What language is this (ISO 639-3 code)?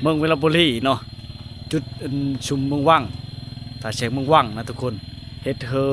lao